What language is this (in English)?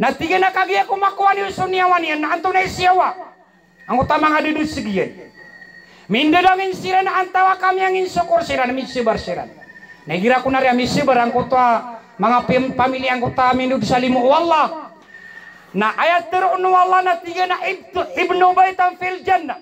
Maranao